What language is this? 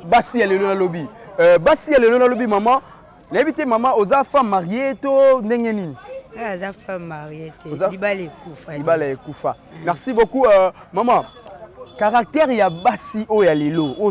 Lingala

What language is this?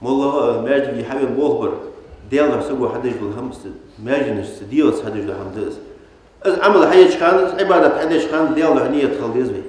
Ingush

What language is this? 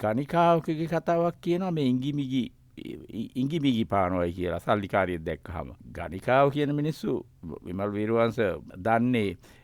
Sinhala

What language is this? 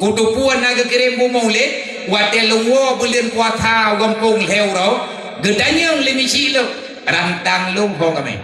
Achinese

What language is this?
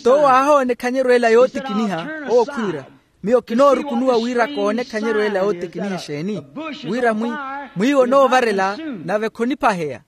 Makhuwa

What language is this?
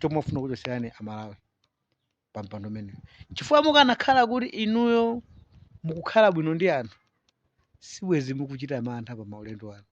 Nyanja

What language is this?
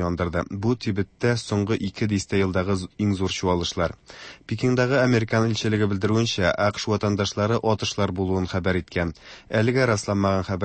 Tatar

